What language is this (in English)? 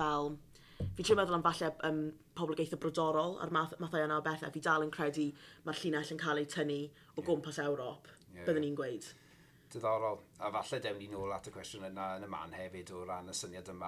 Welsh